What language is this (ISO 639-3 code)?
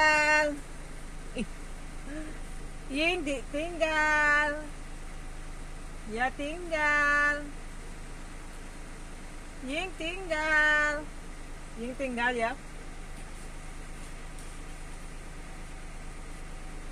jav